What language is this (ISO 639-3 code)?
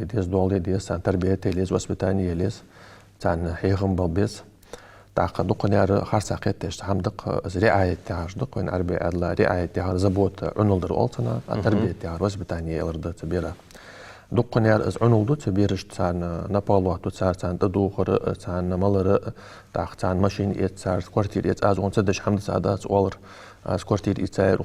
inh